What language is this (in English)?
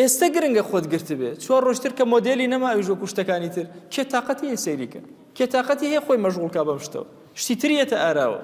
Central Kurdish